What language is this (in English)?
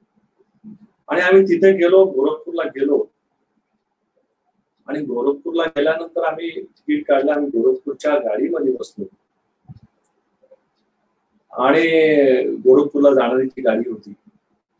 Marathi